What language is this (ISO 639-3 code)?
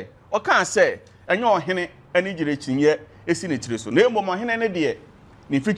aka